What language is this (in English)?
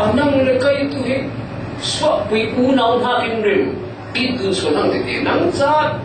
Falam Chin